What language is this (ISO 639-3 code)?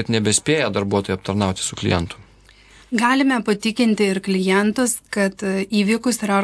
lit